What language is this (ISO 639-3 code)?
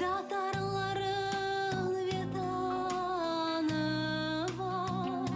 crh